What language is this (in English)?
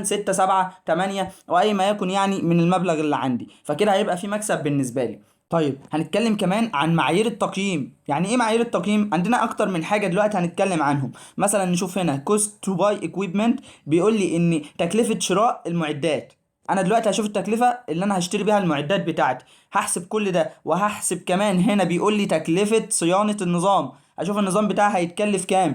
Egyptian Arabic